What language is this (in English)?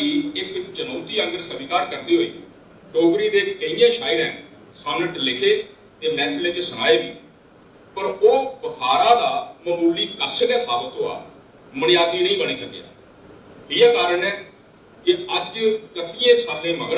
Dogri